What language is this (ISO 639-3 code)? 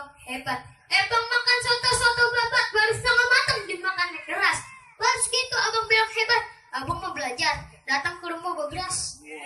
bew